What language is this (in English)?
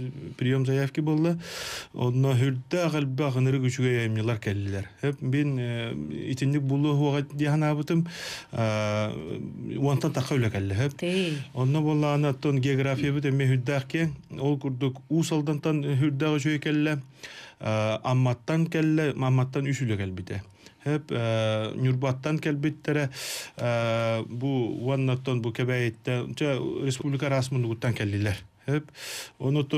Yakut